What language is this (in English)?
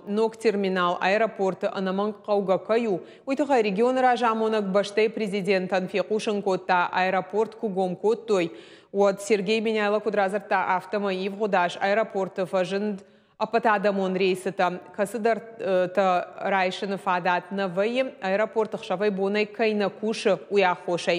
Ossetic